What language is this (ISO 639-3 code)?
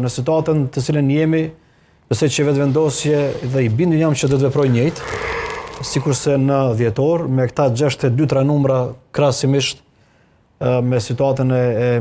sqi